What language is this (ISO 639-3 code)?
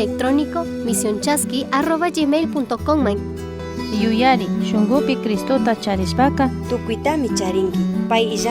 qug